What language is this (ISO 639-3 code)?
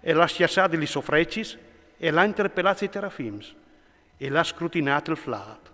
fur